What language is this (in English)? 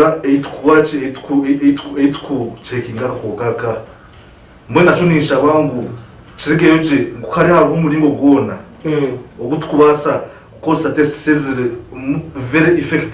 Nyankole